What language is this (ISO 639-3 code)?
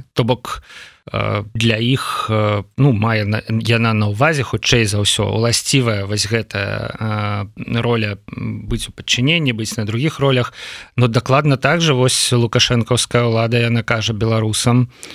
bel